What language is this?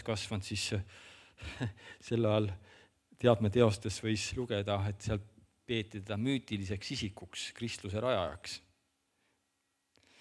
Estonian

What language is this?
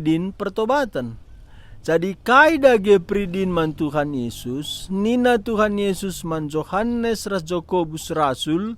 Batak Karo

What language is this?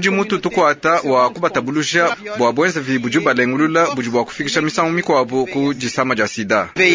Luba-Lulua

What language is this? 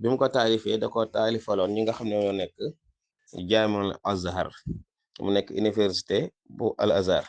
Wolof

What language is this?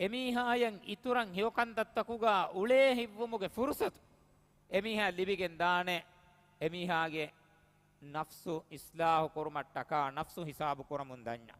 Divehi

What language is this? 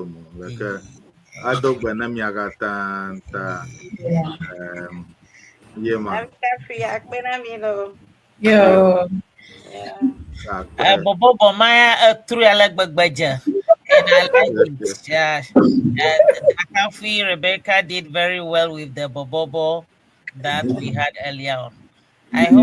Ewe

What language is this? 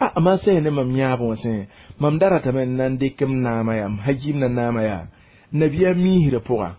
Mossi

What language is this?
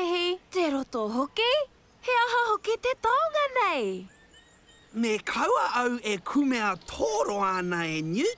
Māori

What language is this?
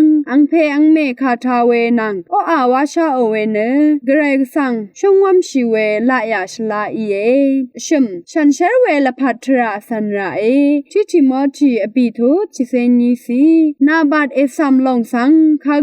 Rawang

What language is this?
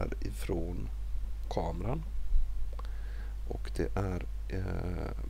Swedish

